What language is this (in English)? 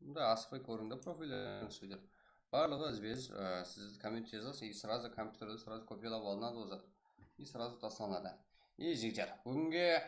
Kara-Kalpak